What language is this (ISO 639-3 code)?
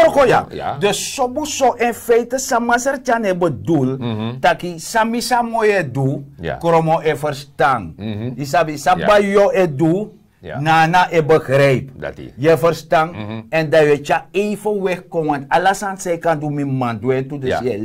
srn